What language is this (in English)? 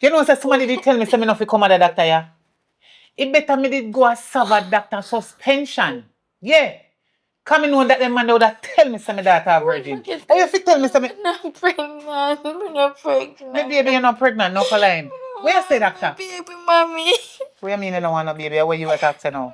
Jamaican Creole English